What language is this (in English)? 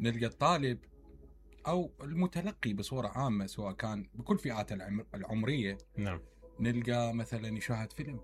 Mesopotamian Arabic